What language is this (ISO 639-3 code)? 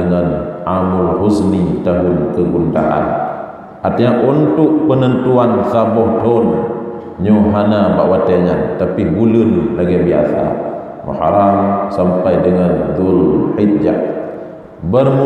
ace